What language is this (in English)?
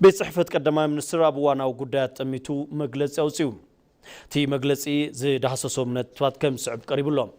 Tigrinya